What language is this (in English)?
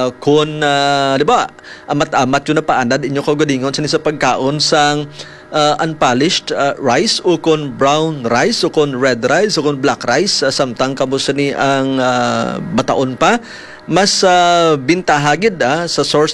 Hiligaynon